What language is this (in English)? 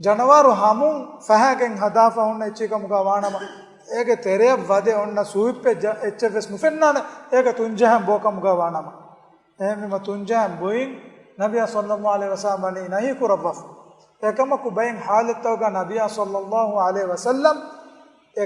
Divehi